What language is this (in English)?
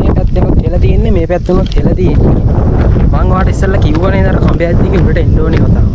Sinhala